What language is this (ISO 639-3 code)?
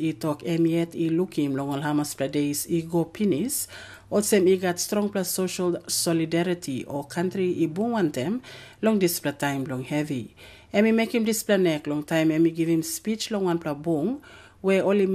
tpi